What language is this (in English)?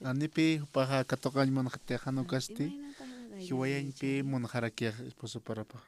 Aymara